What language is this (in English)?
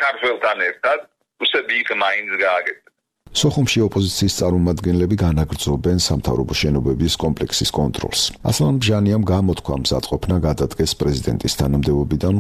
Georgian